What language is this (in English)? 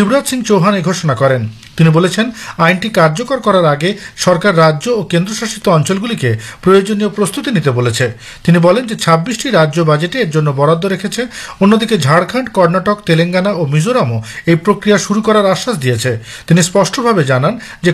Bangla